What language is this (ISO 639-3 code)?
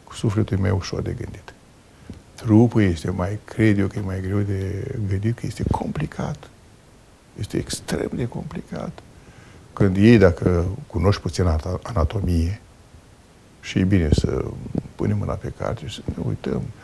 ron